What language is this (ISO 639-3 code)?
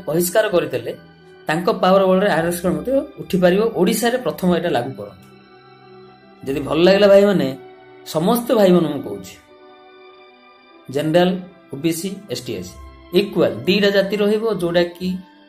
ori